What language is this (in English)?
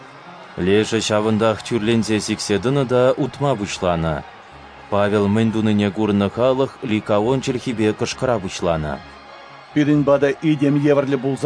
Chuvash